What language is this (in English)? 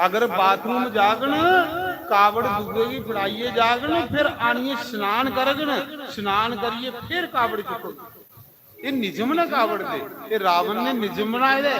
Dogri